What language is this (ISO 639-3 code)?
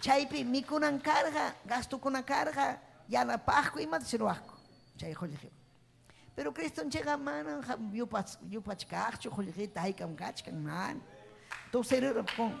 quy